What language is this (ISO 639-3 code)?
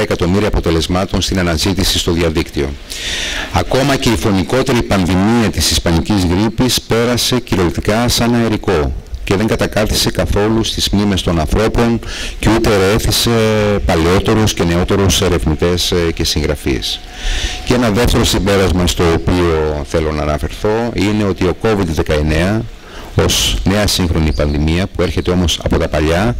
ell